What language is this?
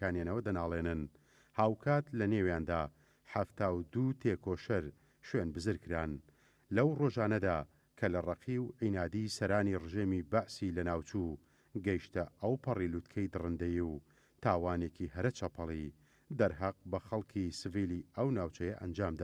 Central Kurdish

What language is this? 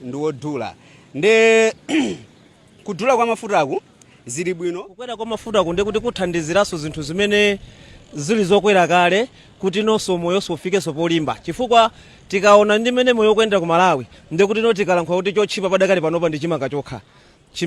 Nyanja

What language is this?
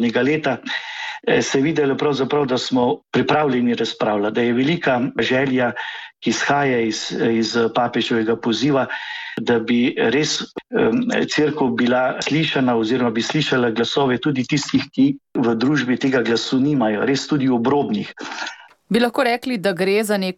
Slovenian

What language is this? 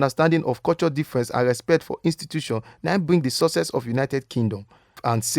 Nigerian Pidgin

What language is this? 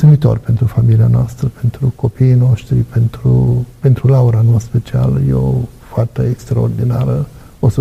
Romanian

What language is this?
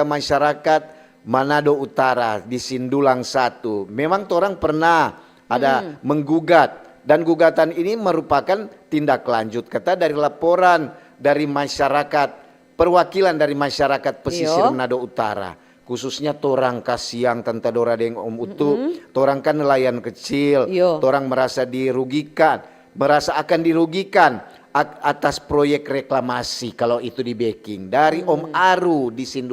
Manado Malay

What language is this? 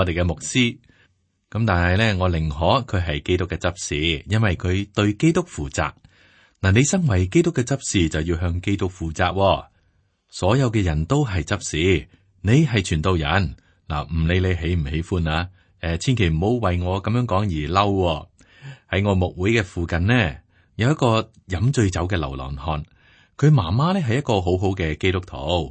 Cantonese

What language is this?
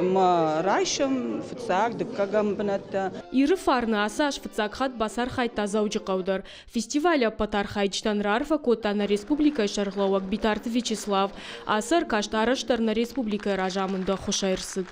Ossetic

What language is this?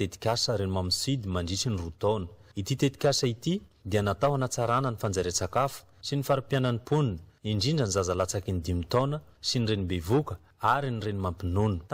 Malagasy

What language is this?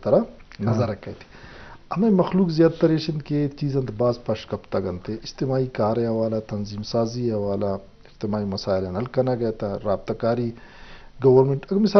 Eastern Balochi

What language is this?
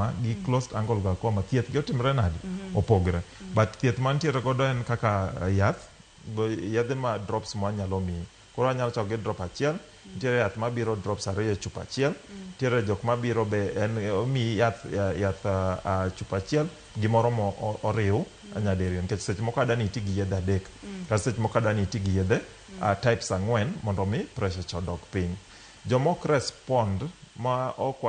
Luo (Kenya and Tanzania)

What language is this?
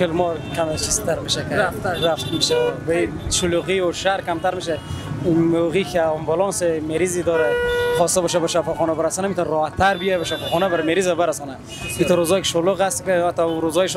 Persian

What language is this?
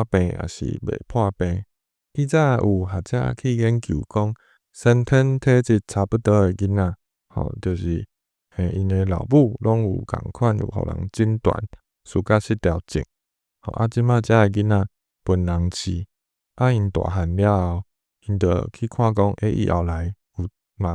Min Nan Chinese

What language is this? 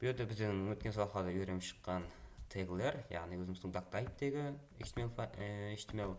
Kara-Kalpak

